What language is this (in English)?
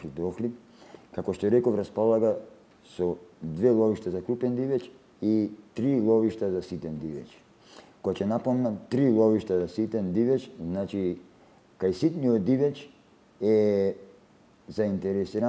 Macedonian